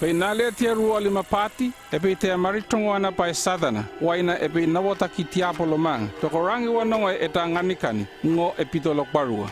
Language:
North Efate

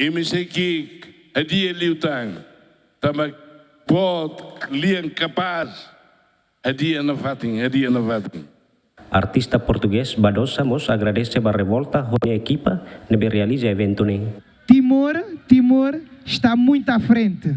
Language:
Tetum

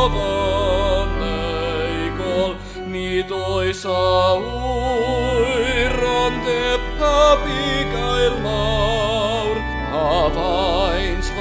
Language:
Welsh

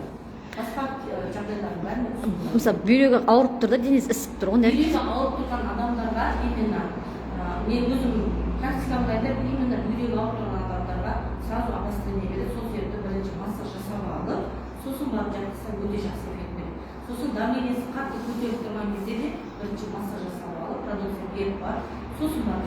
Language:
Kazakh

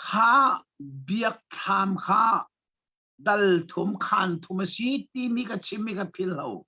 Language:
Hakha Chin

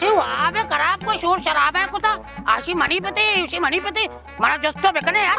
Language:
Baluchi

